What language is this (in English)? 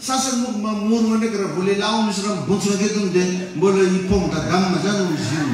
Malagasy